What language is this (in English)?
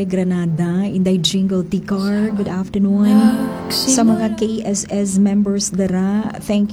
Hiligaynon